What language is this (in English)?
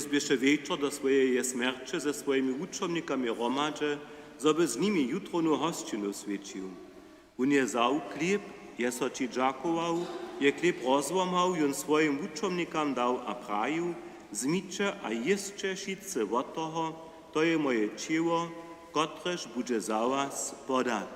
Upper Sorbian